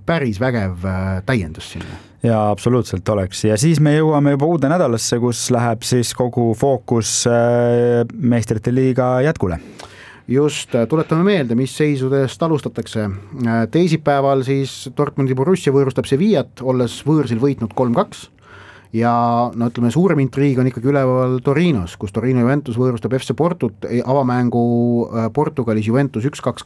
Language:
Estonian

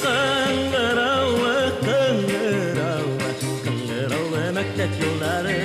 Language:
Bashkir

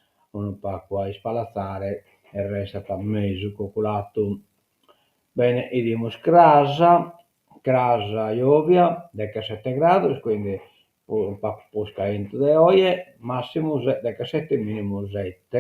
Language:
Sardinian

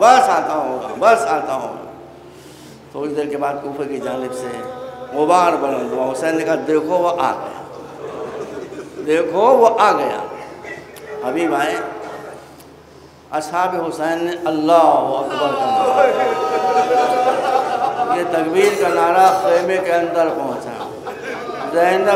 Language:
Urdu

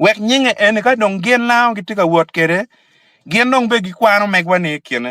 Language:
Acoli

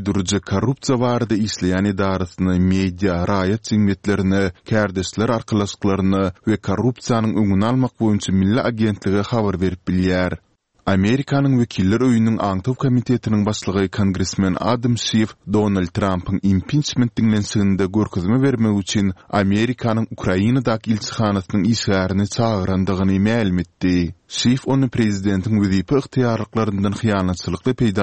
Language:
Turkmen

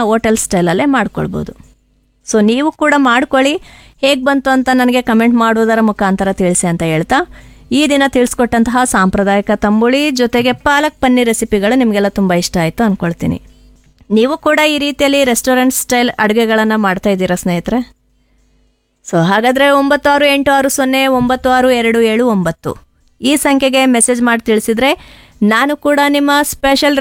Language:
Kannada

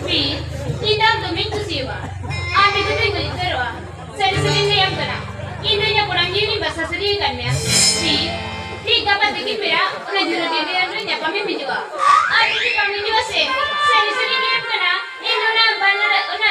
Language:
Santali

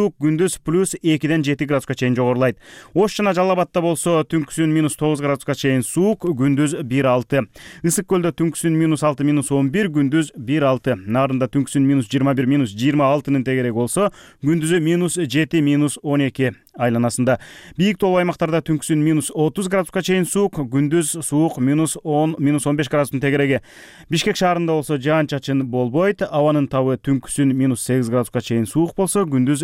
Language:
Kyrgyz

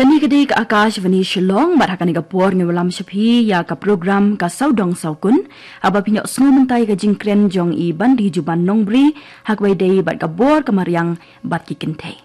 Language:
Khasi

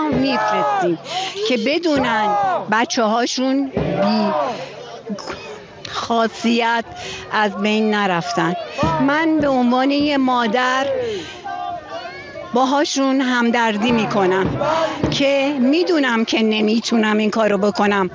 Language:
Persian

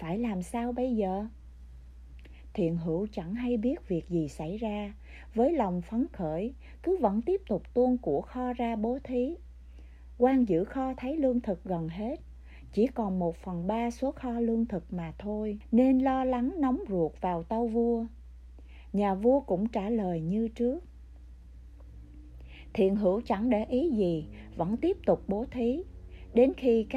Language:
Vietnamese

